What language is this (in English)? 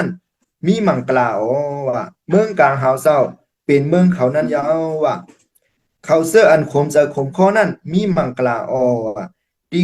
Shan